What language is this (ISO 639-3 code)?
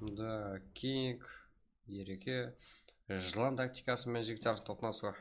kaa